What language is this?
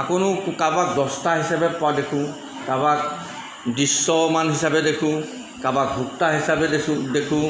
Assamese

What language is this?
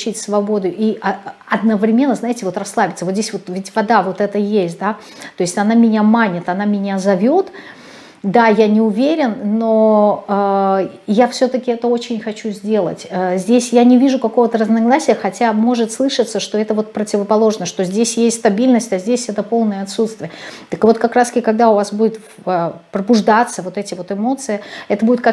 Russian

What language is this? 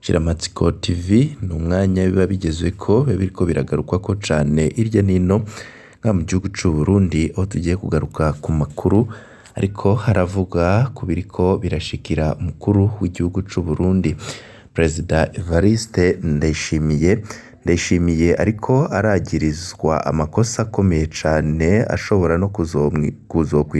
Rundi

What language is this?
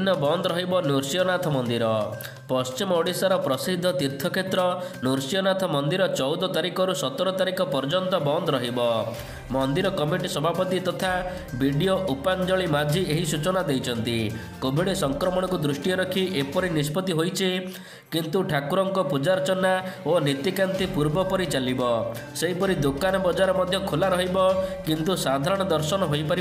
Odia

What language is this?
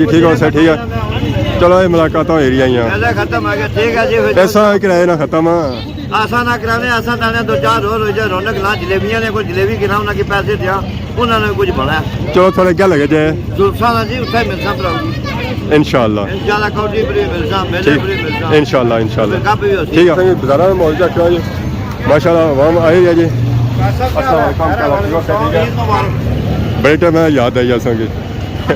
Pahari-Potwari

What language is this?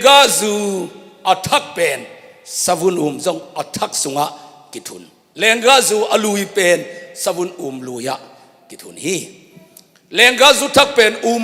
Tedim Chin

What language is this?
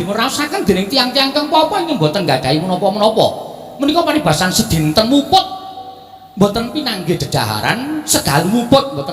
Javanese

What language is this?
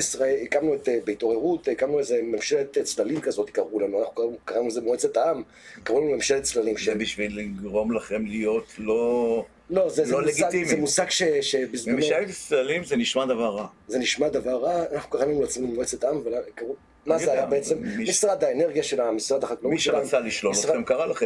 Hebrew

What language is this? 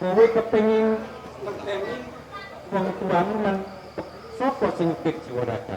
Javanese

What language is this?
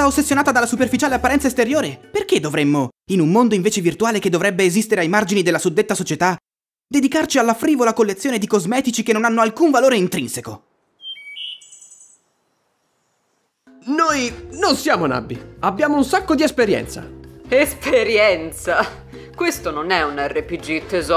Italian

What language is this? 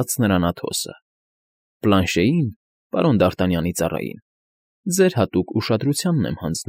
Armenian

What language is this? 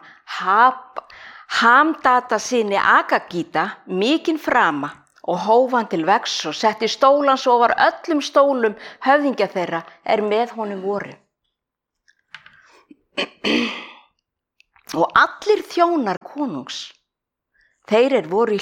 Icelandic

